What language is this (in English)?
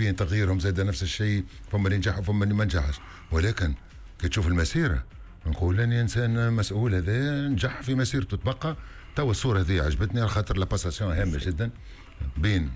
Tunisian Arabic